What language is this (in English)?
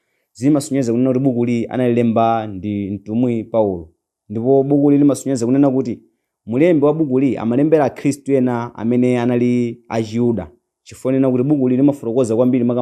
Nyanja